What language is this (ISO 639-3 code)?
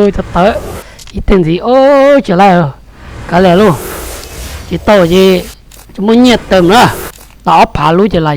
hmn